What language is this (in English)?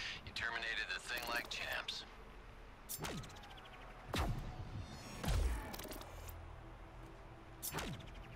English